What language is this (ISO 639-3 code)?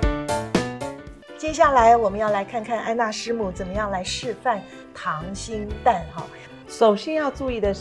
zho